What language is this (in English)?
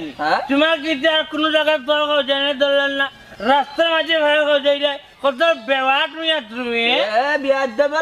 Sylheti